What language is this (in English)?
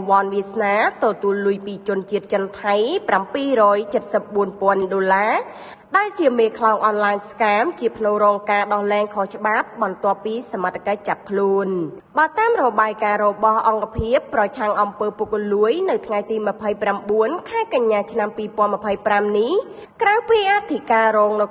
Khmer